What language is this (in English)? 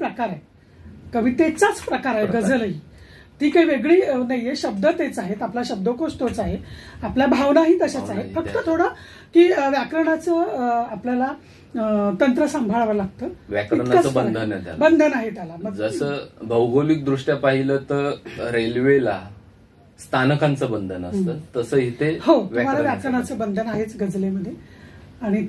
Marathi